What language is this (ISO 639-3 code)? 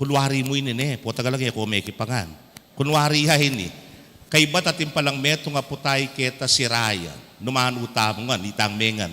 pam